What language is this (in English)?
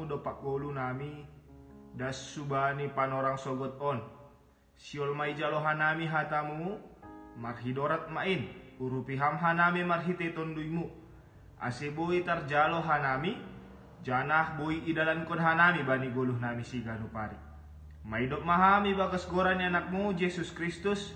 Batak Simalungun